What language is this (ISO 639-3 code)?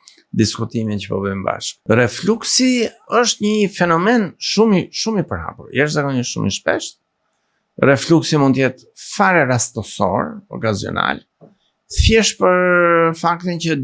sqi